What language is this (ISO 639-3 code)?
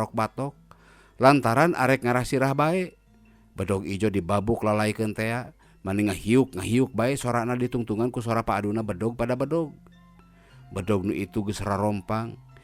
sun